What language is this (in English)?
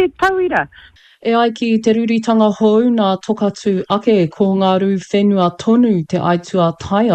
Māori